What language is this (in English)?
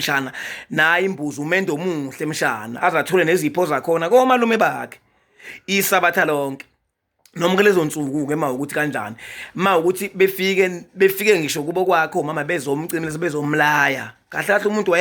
Zulu